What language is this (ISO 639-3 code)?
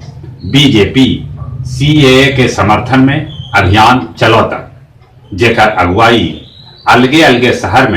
mag